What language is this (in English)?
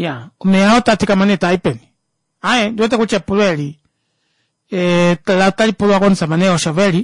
Kuanyama